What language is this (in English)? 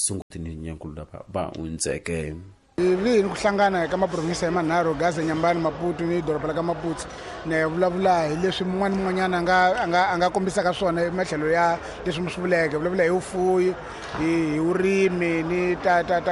Tsonga